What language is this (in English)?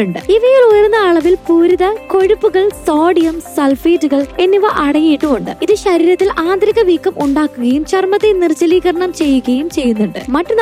Malayalam